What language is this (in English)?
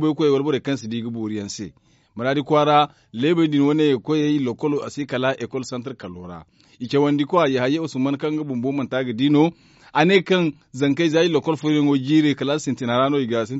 Zarma